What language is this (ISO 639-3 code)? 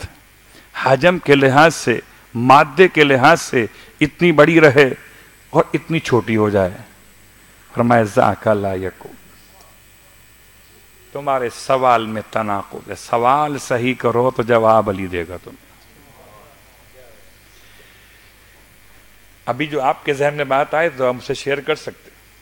urd